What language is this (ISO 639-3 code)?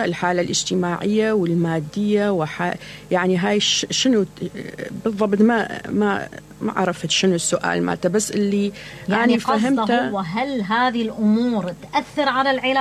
acm